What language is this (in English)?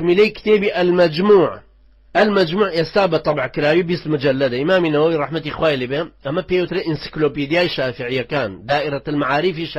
Central Kurdish